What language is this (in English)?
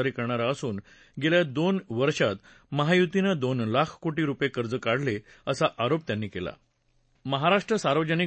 Marathi